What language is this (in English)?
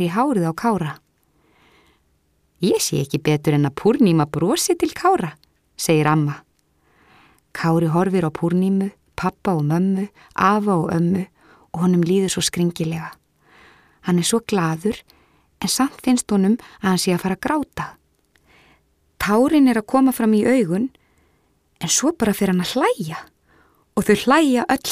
Icelandic